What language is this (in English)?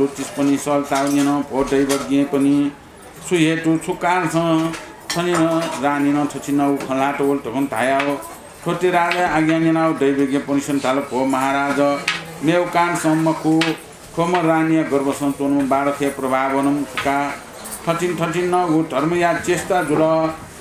Newari